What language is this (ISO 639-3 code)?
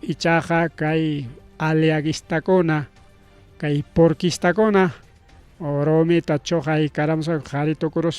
quy